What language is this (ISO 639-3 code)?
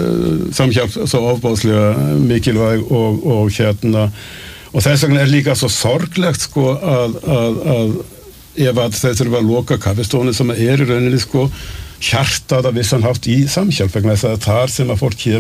isl